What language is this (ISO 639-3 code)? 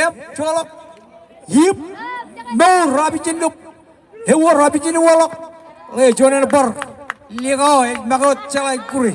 mah